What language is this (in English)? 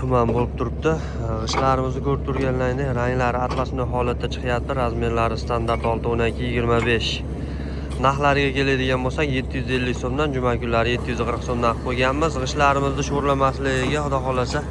Uzbek